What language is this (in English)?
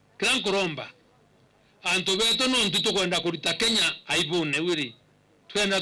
Meru